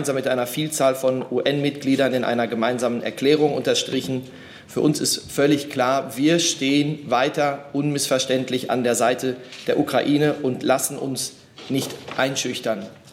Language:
German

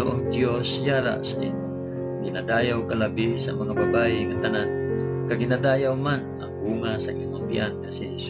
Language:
Hiligaynon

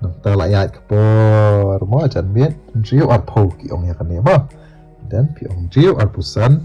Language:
Khasi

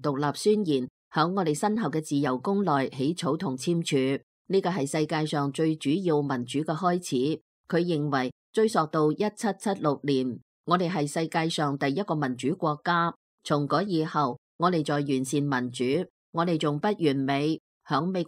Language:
Cantonese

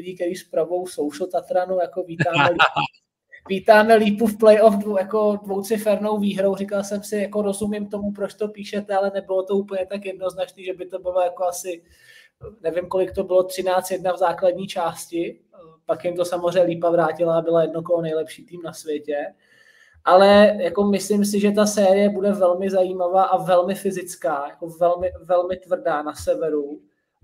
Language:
Czech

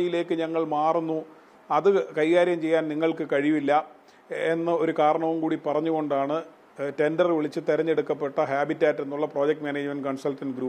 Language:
Malayalam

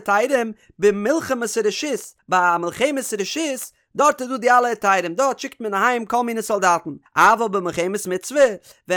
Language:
Yiddish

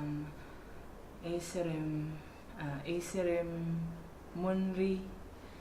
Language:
Igbo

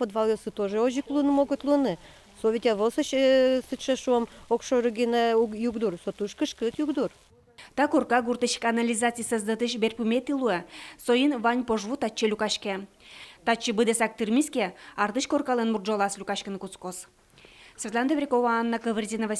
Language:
Udmurt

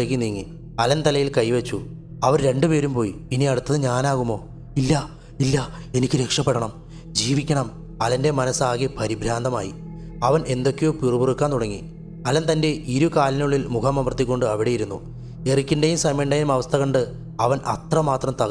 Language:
Malayalam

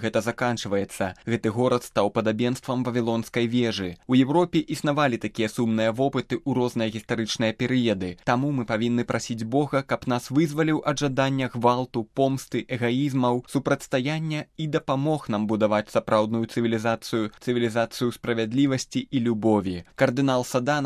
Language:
Belarusian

